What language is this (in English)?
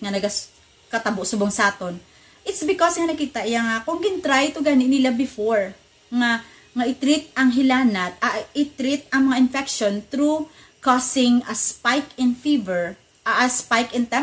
Hiligaynon